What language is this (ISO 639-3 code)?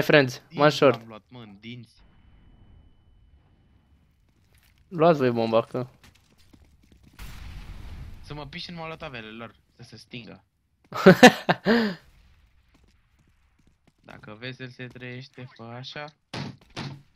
ron